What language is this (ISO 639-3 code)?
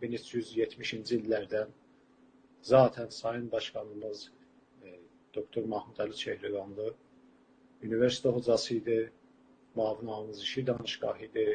azb